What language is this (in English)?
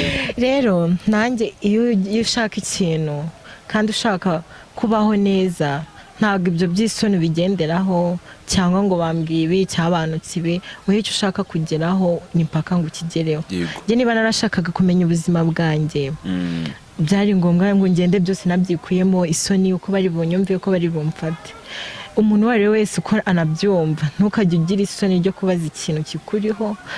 Kinyarwanda